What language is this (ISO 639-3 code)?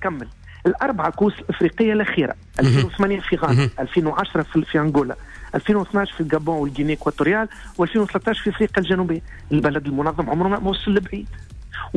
aeb